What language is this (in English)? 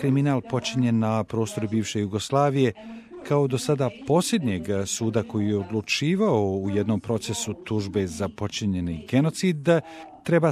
Bosnian